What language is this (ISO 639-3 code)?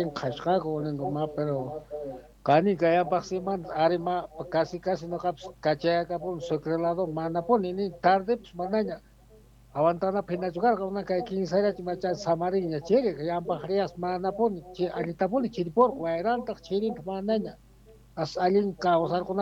que